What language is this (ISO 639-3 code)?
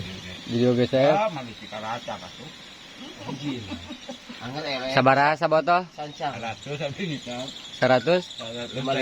sun